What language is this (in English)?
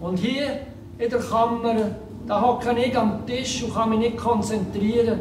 Swiss German